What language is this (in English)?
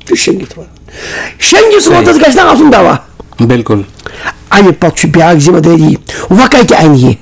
Kashmiri